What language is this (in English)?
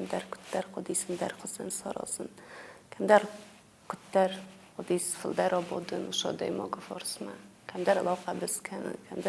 Ossetic